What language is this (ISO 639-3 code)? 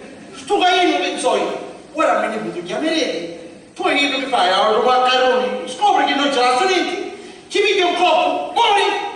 scn